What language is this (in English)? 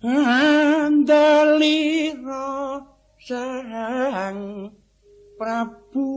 Javanese